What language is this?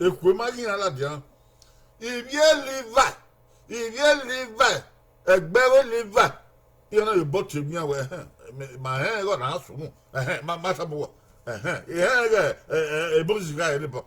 Bini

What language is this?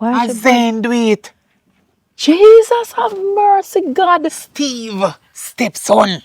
Jamaican Creole English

